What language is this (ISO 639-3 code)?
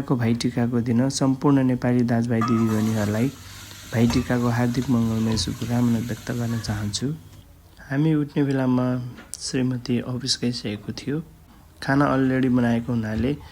nep